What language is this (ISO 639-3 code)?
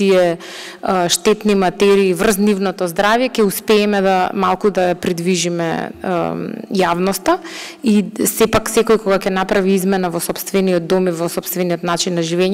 mkd